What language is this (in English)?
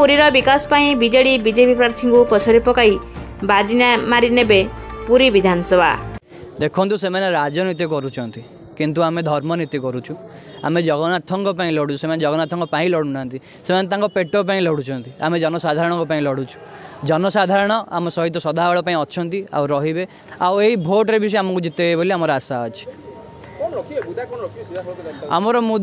Odia